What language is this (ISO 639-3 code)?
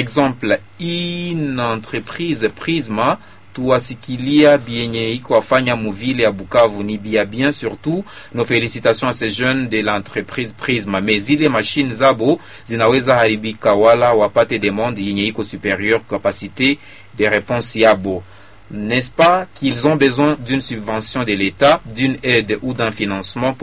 swa